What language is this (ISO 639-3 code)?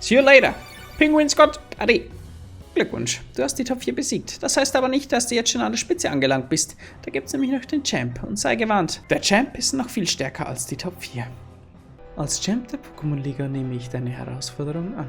bar